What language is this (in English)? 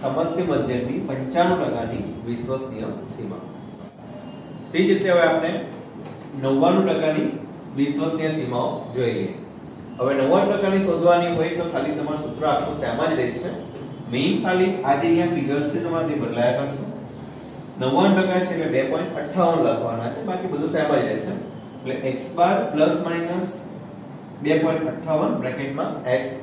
Gujarati